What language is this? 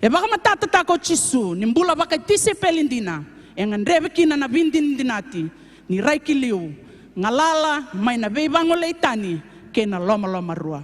Fijian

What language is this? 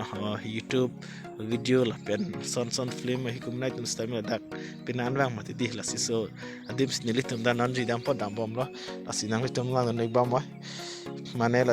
Karbi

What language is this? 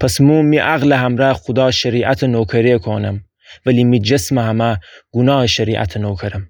Gilaki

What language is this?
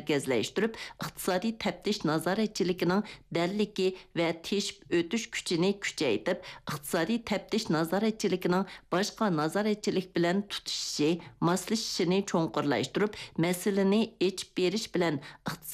Uyghur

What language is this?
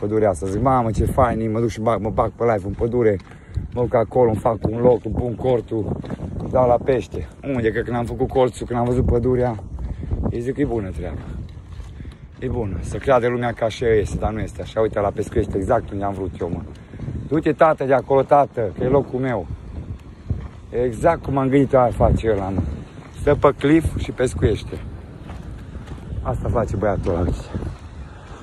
Romanian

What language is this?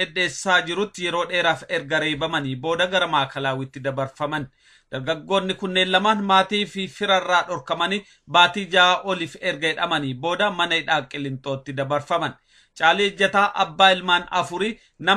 Oromo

